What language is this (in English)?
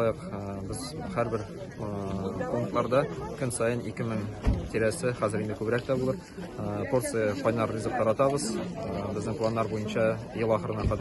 Tatar